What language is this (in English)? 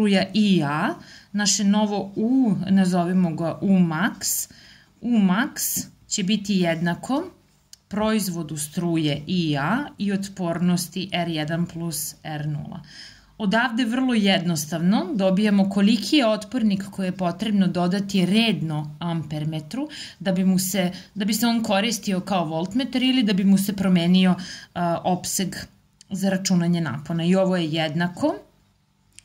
Serbian